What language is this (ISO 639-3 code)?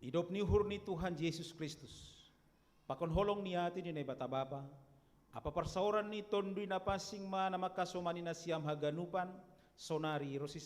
bts